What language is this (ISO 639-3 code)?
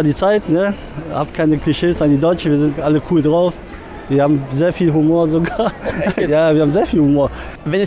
gsw